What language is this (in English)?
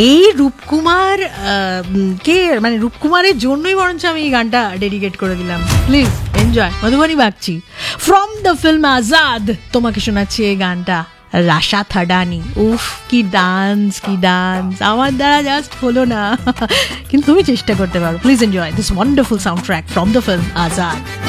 Bangla